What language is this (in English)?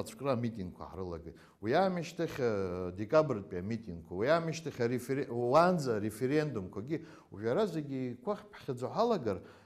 Abkhazian